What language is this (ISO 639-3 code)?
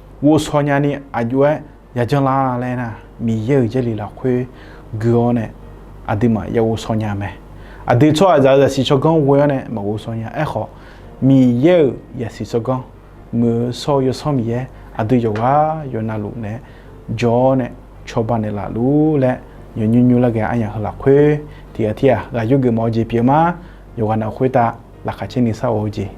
ahk